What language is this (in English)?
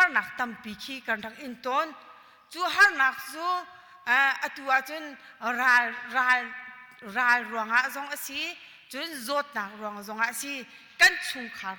Hakha Chin